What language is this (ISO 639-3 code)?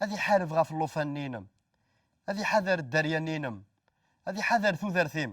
kab